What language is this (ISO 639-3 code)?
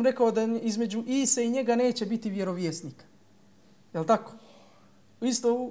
bos